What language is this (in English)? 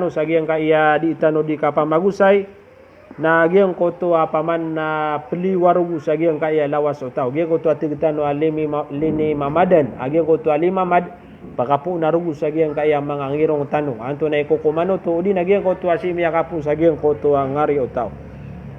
Maranao